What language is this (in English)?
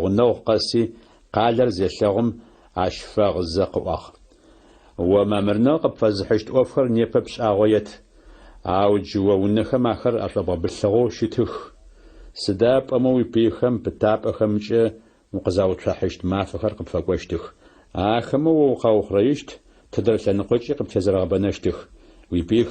Adyghe